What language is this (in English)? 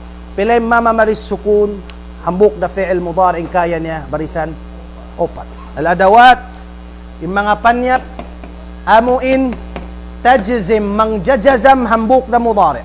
Tausug